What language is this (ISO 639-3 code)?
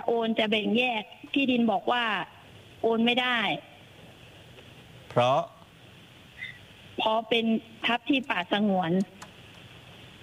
tha